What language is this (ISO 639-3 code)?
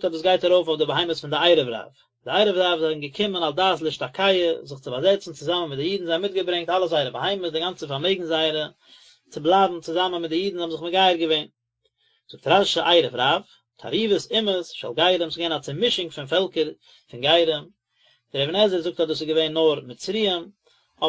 yid